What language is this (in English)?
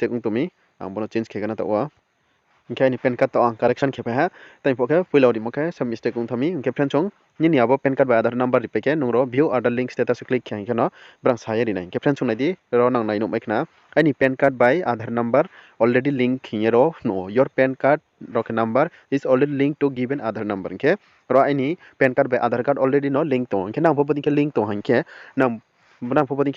Riang (India)